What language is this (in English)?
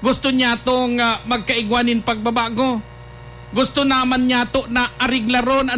Bikol